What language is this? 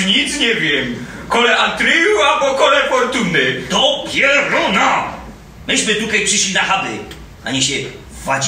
Silesian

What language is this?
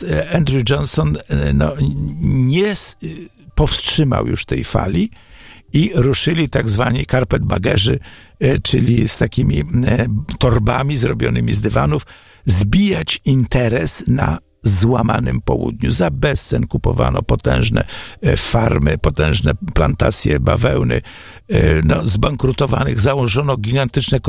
Polish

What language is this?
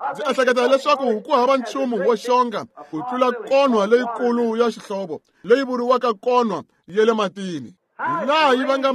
Tsonga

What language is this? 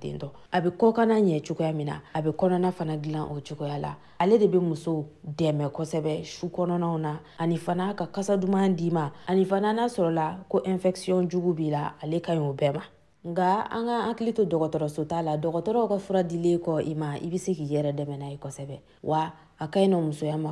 Bambara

